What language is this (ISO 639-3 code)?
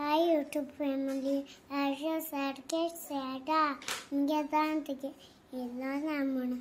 kok